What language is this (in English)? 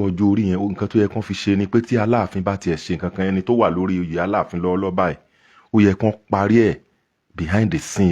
Yoruba